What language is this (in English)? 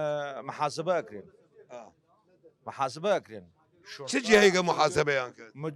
Southern Kurdish